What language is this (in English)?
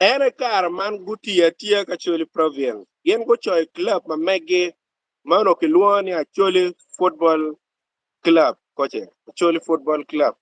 Acoli